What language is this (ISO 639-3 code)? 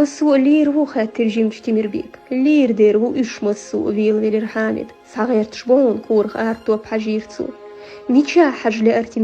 che